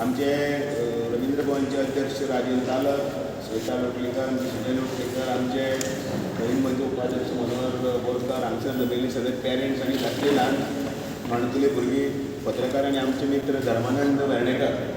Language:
Konkani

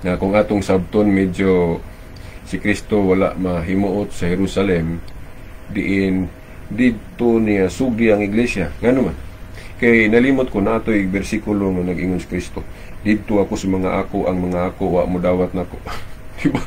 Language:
Cebuano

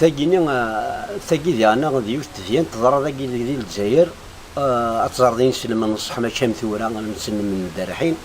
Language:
Kabyle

